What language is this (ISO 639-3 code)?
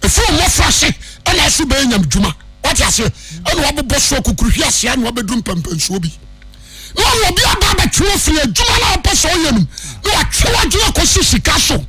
aka